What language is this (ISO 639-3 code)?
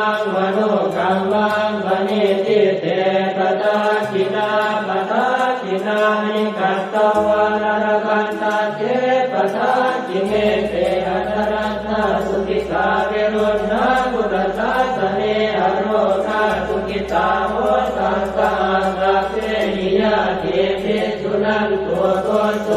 pli